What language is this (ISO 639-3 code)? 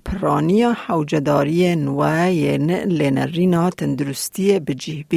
kur